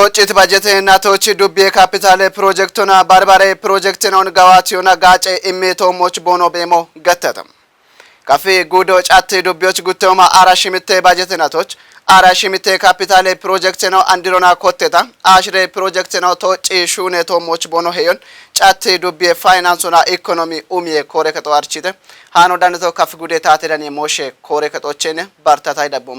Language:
Kafa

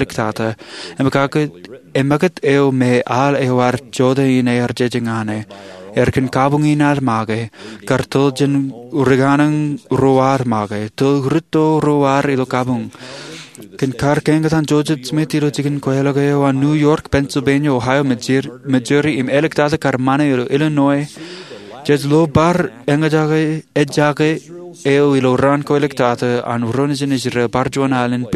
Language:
Marshallese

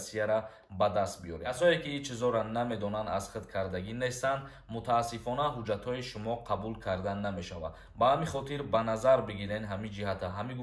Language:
Tajik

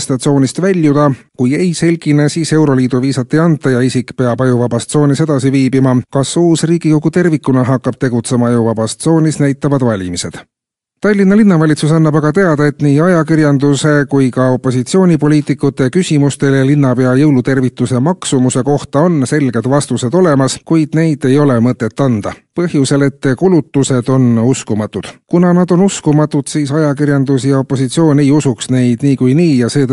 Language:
Estonian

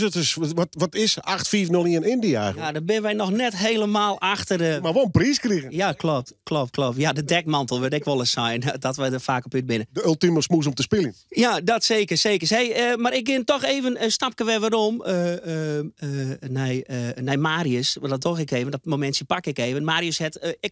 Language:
Western Frisian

